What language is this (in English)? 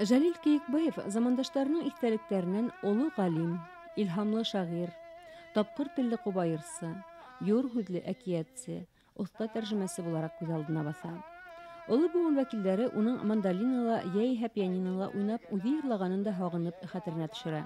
Bashkir